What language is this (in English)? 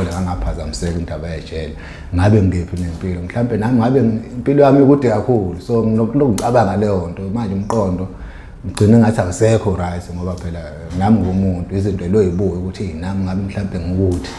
Zulu